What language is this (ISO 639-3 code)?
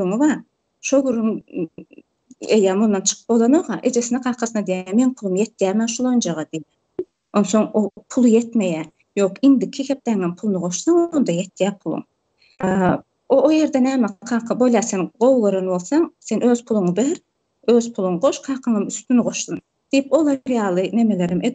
tuk